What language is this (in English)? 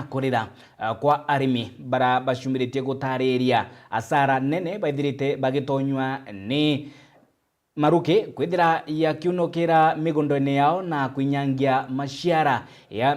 Meru